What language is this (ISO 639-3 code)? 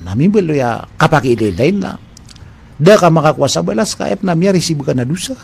mrw